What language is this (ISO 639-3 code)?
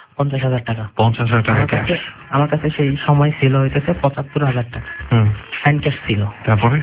ben